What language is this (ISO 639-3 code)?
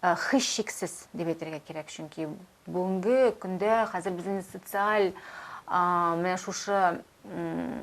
tat